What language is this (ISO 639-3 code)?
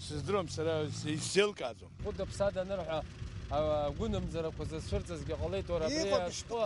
abk